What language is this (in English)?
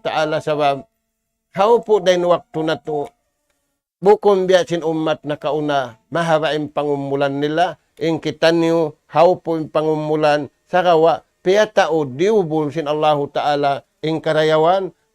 Tausug